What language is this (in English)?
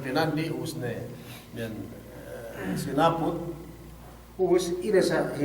Yakan